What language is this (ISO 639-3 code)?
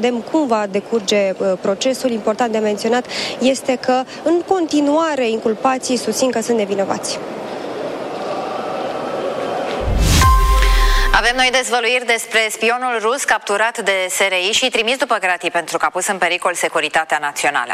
ron